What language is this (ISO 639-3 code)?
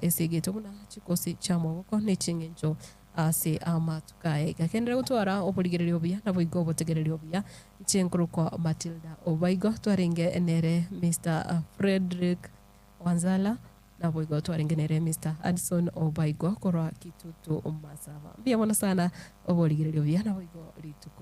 guz